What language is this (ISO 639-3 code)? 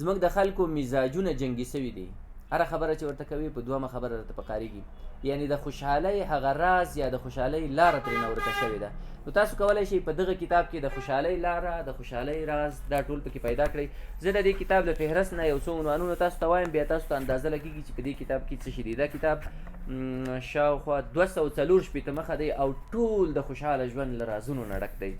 pus